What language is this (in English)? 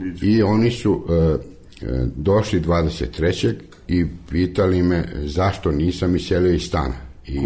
Serbian